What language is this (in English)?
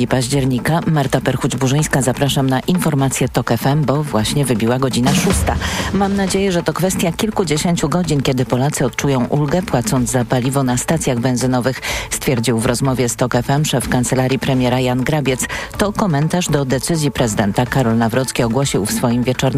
Polish